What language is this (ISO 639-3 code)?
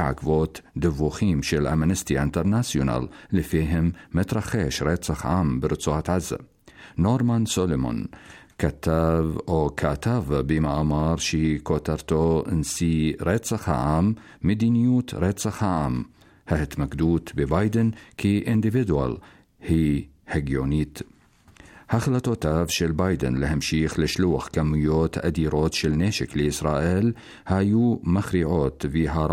heb